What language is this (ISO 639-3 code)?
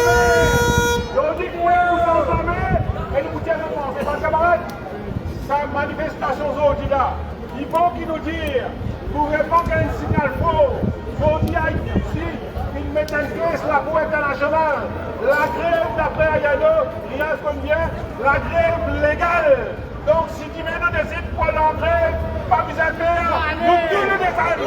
mfe